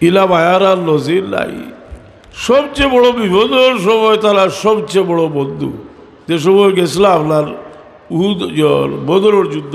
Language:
Sylheti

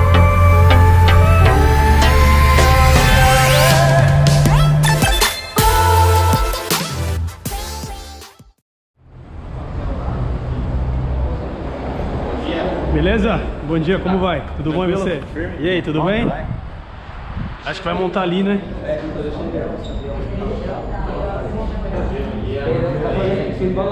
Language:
Portuguese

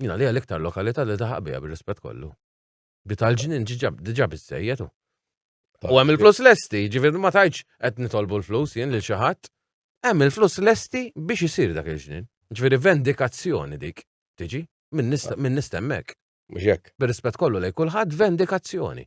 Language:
Maltese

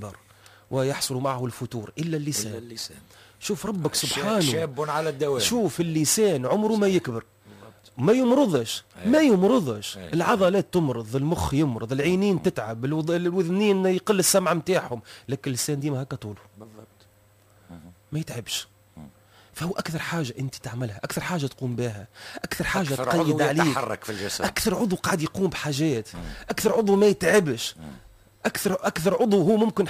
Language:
Tunisian Arabic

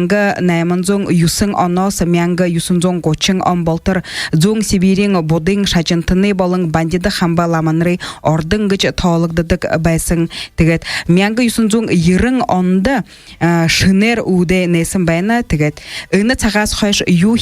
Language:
Buriat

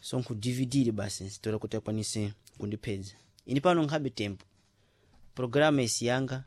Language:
Sena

